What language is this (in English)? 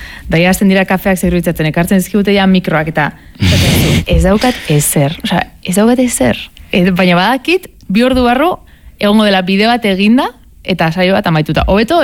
Basque